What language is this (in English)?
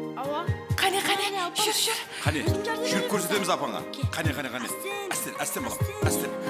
Kara-Kalpak